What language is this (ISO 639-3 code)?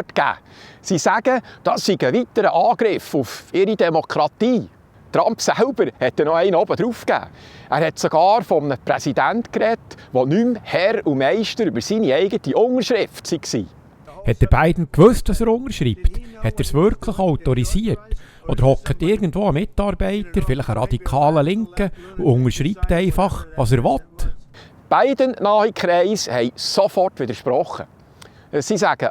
gsw